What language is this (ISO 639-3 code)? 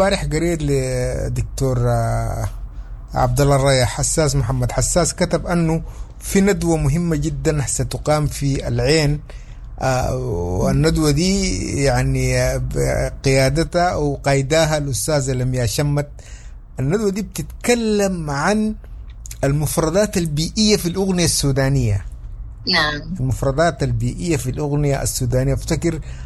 apd